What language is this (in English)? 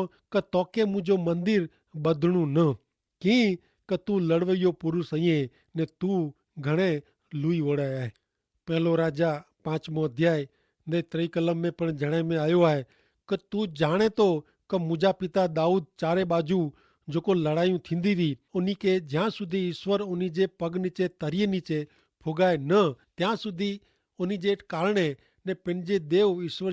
Kachhi